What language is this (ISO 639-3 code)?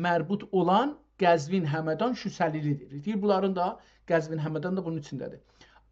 azb